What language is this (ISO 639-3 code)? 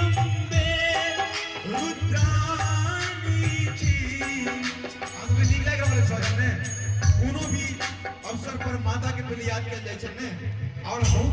mai